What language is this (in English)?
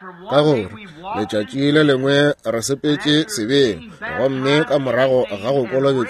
Northern Sotho